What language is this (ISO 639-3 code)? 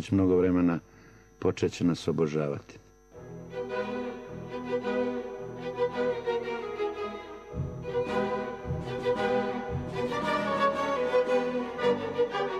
hrv